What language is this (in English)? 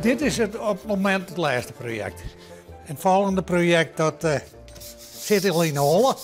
Western Frisian